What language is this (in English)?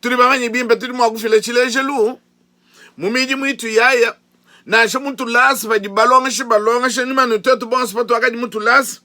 Luba-Lulua